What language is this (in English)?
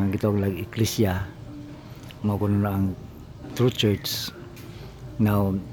Cebuano